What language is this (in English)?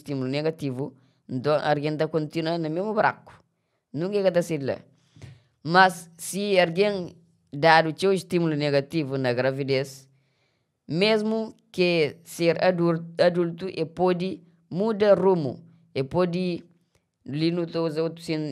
Kabuverdianu